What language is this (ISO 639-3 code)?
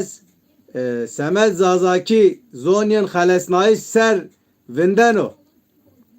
zza